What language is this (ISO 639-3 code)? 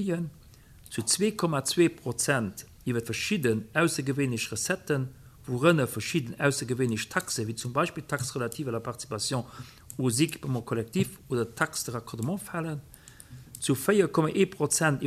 ltz